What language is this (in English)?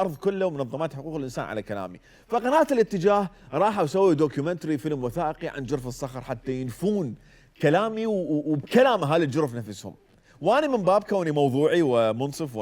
Mesopotamian Arabic